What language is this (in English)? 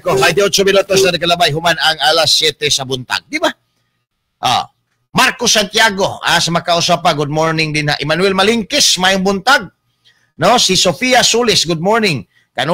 Cebuano